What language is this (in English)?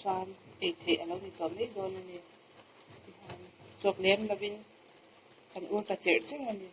Mizo